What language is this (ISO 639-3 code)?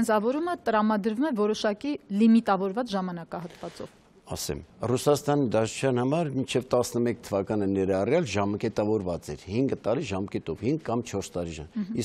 hye